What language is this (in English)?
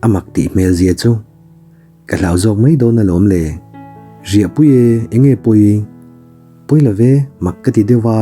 Mizo